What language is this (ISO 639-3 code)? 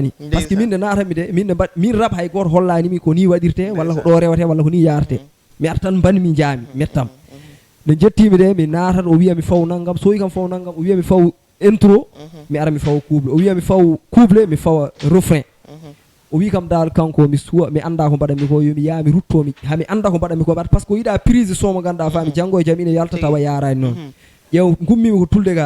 ful